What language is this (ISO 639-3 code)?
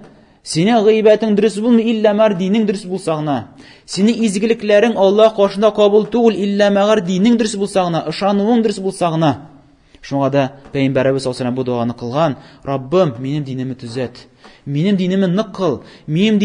tat